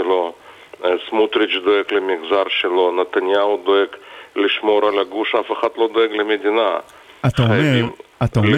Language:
Hebrew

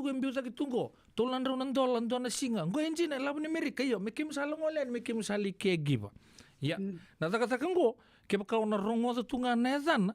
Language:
Fijian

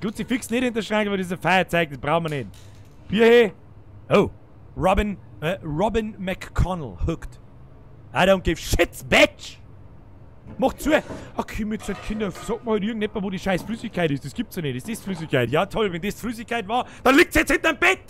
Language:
Bavarian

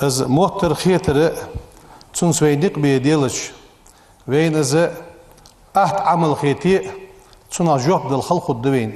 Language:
Ingush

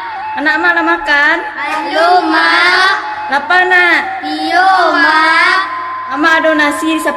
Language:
Minangkabau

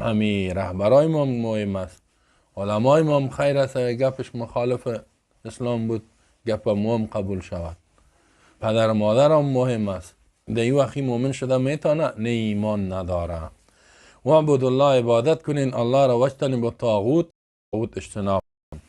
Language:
Persian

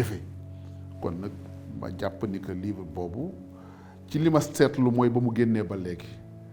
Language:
Wolof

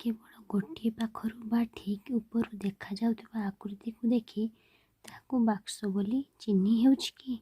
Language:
Odia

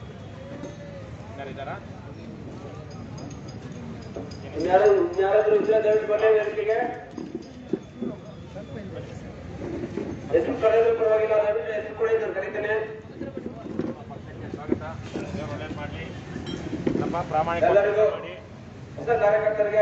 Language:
Kannada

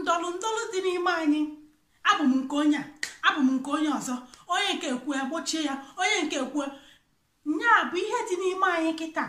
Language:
Igbo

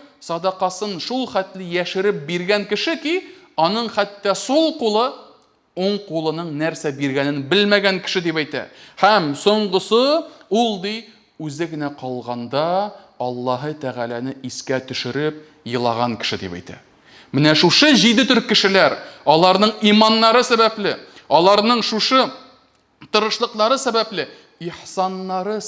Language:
Tatar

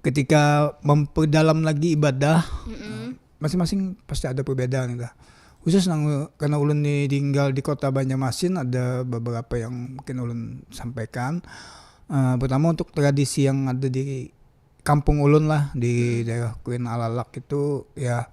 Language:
Banjar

